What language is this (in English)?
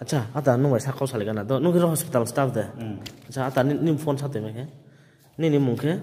Riang (India)